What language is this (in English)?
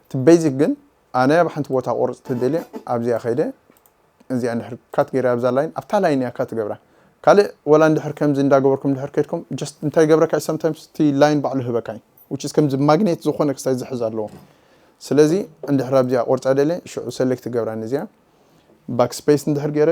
Tigrinya